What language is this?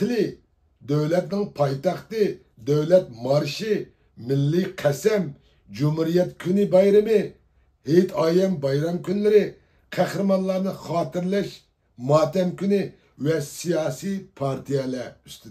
Uyghur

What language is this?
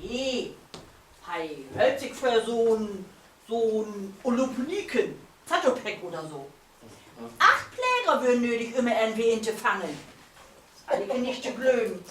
Low German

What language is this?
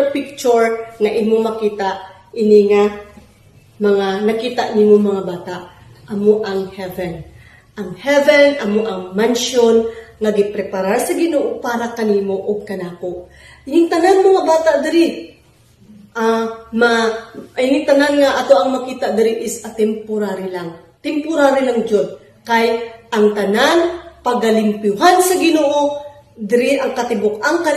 Cebuano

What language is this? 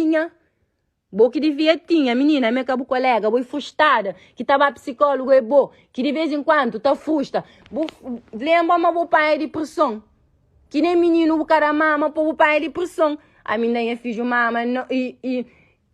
Kabuverdianu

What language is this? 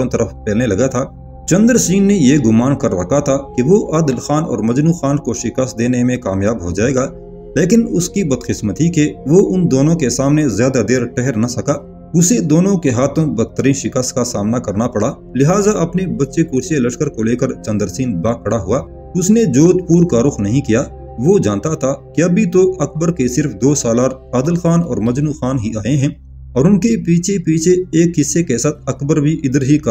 Urdu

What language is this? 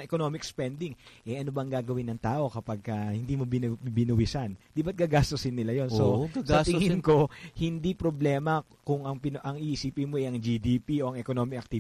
Filipino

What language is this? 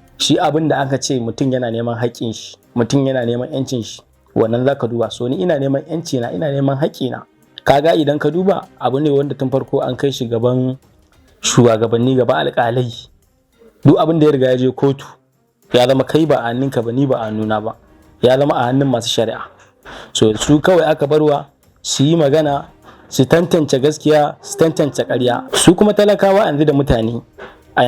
Hausa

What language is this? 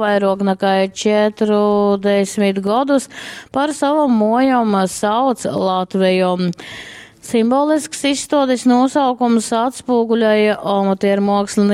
Latgalian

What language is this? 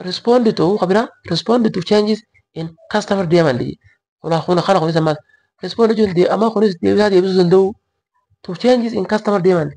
Oromo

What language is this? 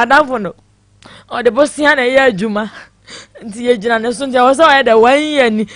Akan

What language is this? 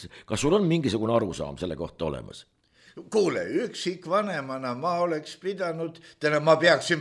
Estonian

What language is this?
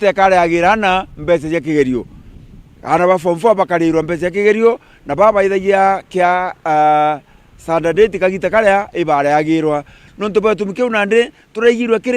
Meru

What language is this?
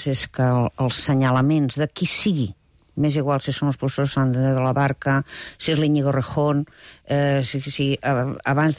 Catalan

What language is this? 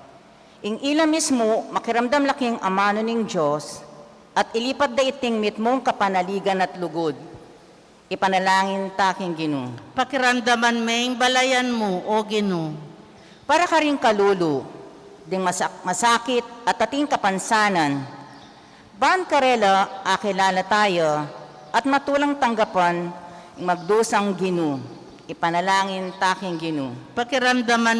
Pampanga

